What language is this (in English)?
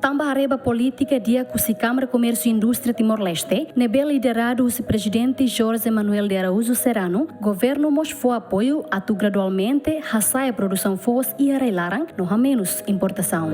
Tetum